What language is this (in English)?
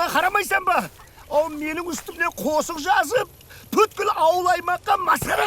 Kara-Kalpak